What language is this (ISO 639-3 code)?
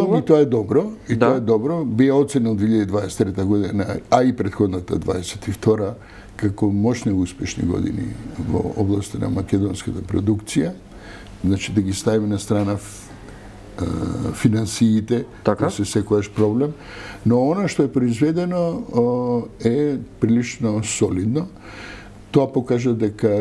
mkd